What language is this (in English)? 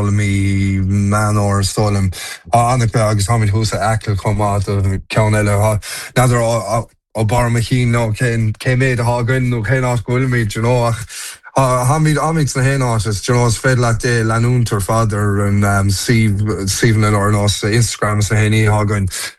Irish